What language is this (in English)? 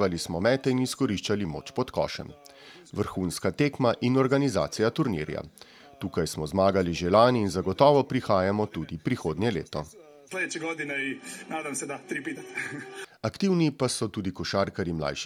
Slovenian